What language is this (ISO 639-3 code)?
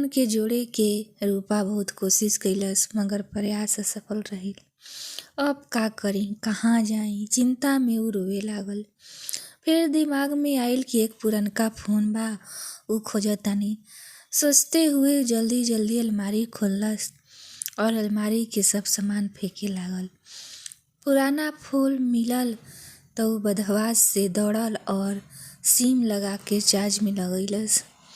bho